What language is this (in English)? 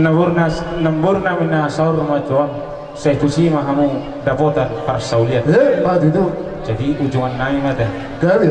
Batak Toba